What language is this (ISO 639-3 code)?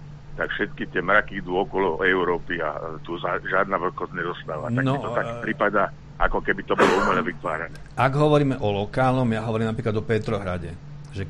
slk